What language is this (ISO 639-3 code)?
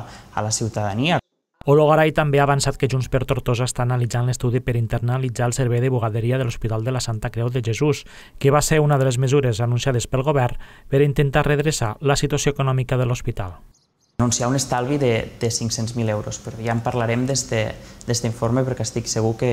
cat